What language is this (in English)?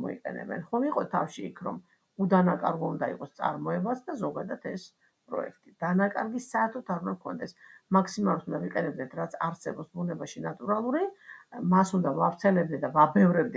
Georgian